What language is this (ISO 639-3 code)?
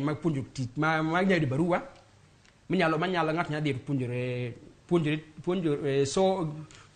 luo